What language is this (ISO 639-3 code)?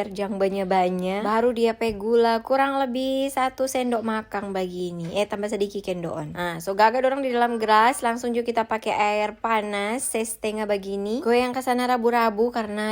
xmm